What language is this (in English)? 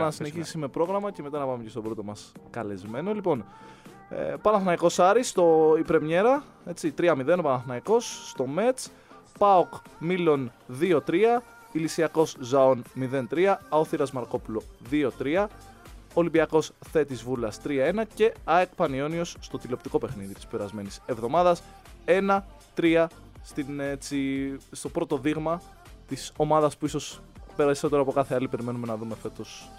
Greek